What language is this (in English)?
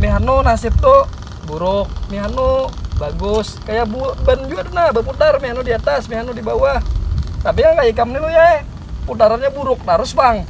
Banjar